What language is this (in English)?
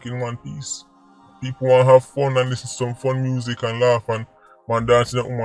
Jamaican Creole English